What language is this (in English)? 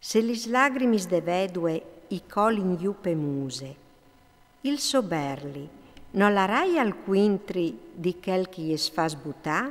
Friulian